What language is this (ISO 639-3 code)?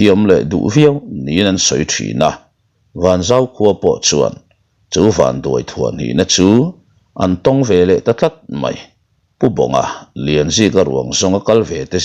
lus